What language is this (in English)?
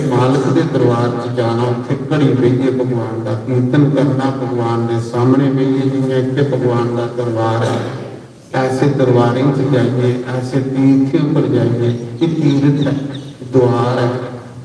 Dogri